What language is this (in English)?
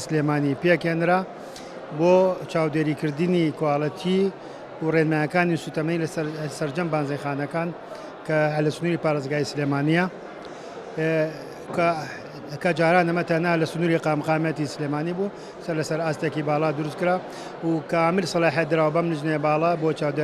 Central Kurdish